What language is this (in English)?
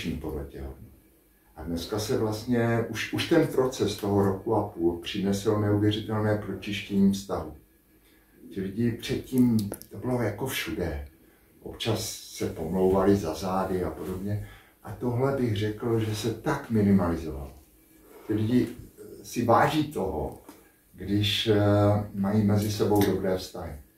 Czech